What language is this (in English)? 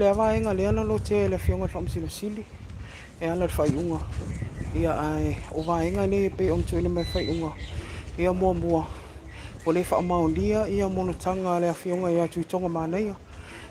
Samoan